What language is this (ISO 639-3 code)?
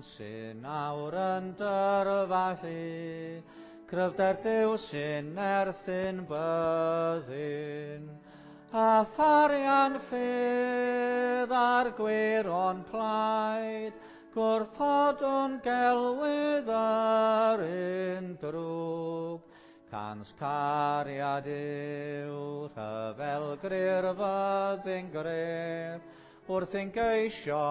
cym